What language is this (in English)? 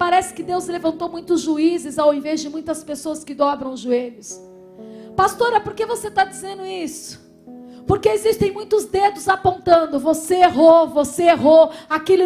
Portuguese